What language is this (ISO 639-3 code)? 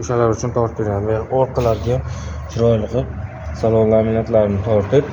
uzb